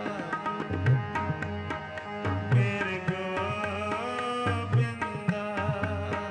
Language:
Punjabi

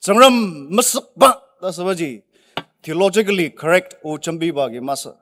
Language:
Ao Naga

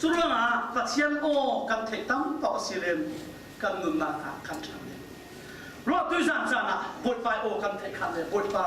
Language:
Falam Chin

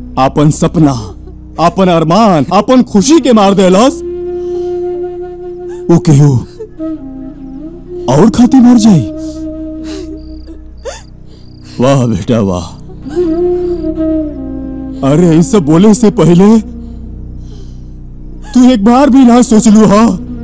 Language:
Bhojpuri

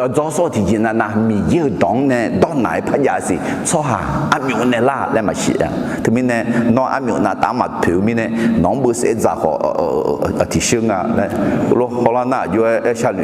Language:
Akha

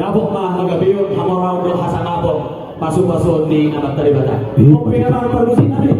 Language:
Batak Toba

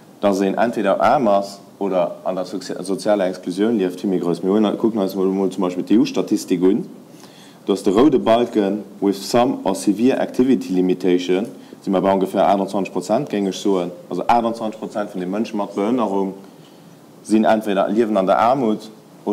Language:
Luxembourgish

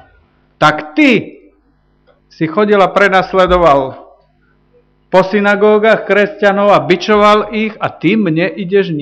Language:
Slovak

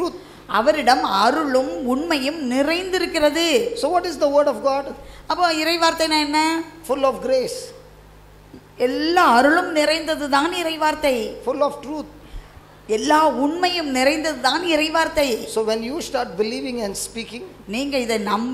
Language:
Tamil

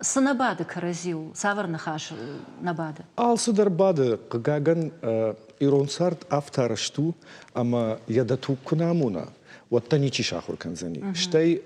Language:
Ossetic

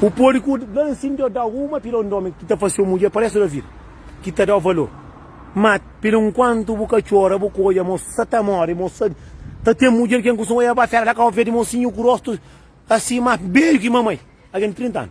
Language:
Kabuverdianu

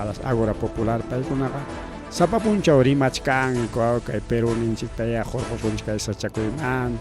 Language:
Ayacucho Quechua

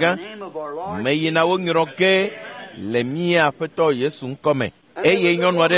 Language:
Ewe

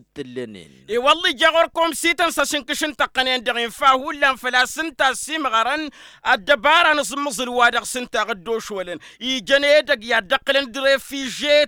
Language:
Tamasheq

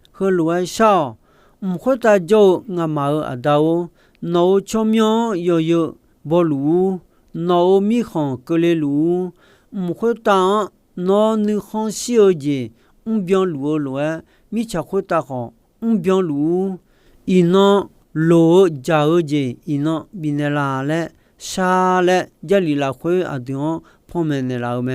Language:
Akha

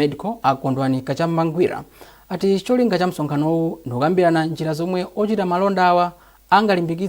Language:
Nyanja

